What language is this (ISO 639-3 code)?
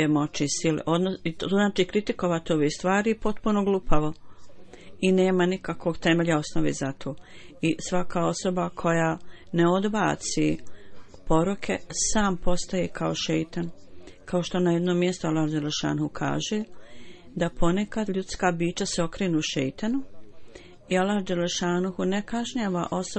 bos